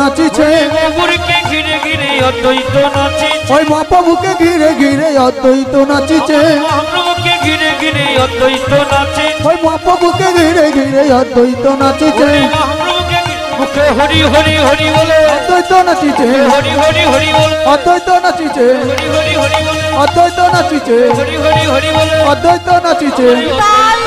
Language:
Bangla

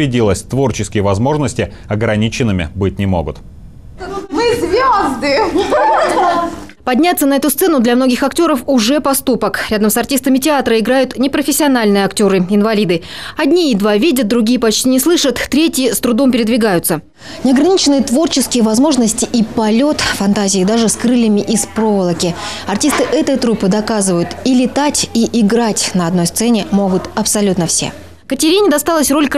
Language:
Russian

